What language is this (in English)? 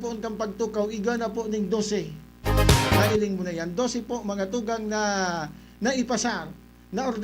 Bikol